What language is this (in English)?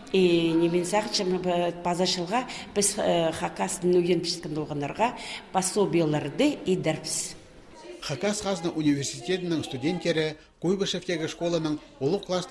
Khakas